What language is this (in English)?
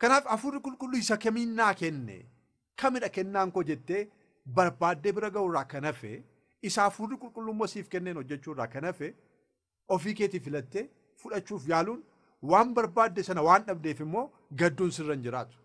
Oromo